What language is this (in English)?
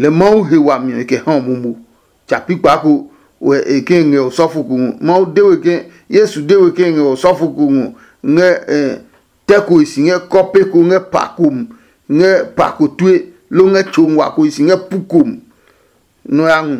Adangme